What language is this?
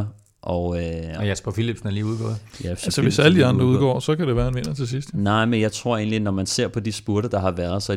Danish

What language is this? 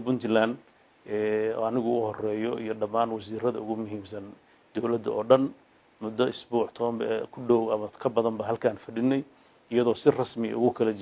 Somali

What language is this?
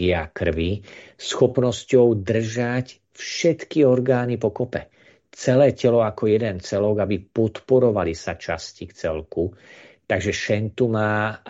Slovak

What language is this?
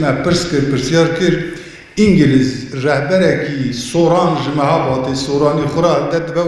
Kurdish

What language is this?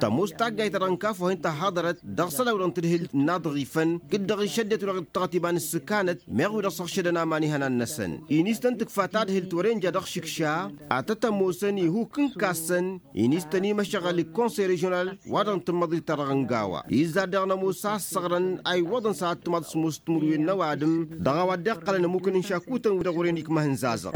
Tamasheq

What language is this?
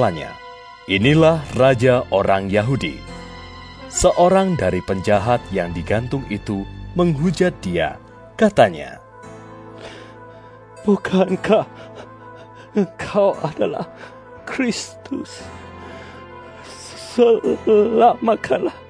Indonesian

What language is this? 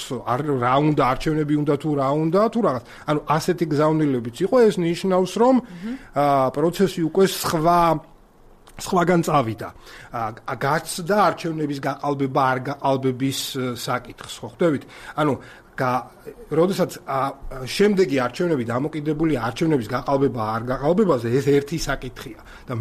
Georgian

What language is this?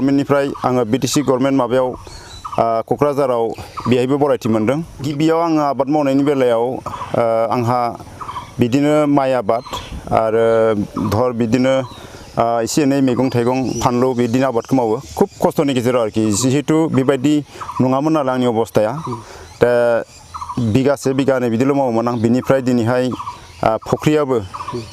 Bodo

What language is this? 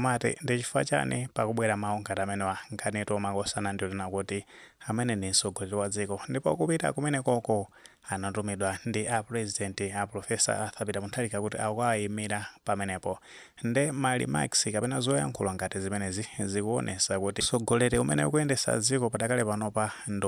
Nyanja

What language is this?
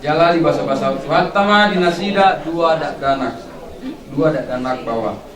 Batak Toba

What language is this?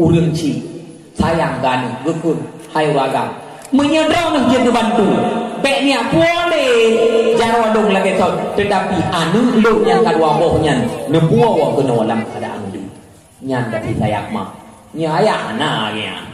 Achinese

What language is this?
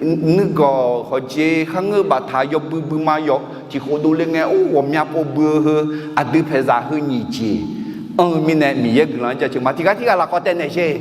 Akha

